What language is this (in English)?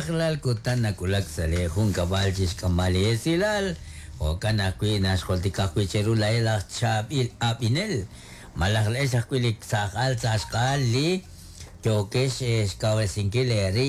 Kekchí